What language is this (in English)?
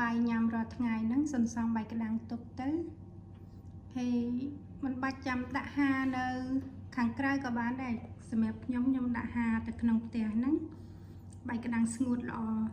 Khmer